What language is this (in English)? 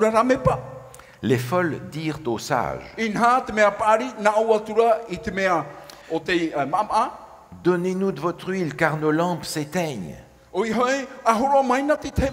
Tahitian